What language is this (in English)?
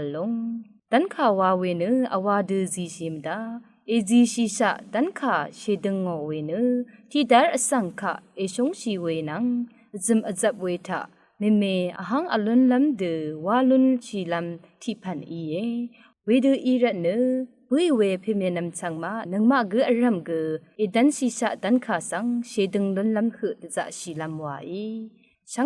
Rawang